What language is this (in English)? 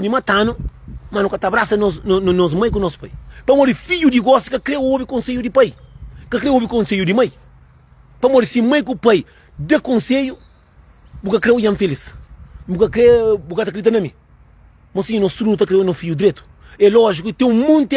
Kabuverdianu